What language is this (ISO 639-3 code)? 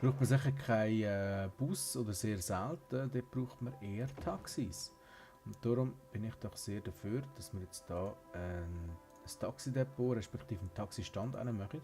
gsw